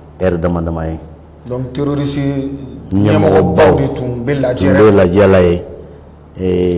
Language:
Bambara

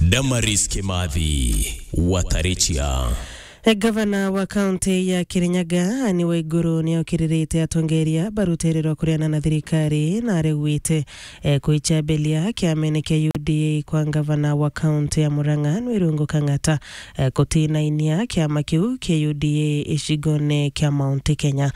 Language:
Meru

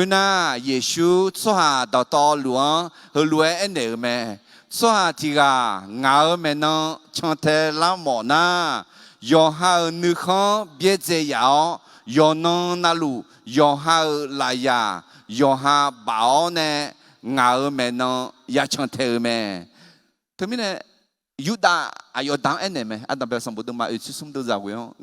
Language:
Akha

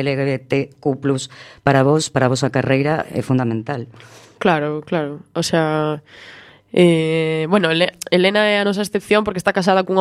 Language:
Galician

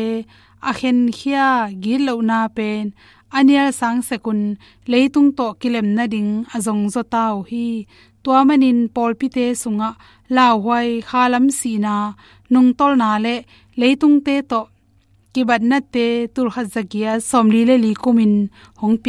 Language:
Tedim Chin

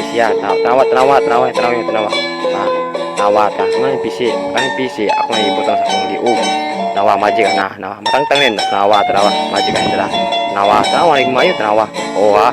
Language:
Cebuano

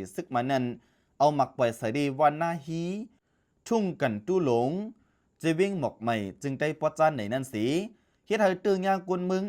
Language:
Shan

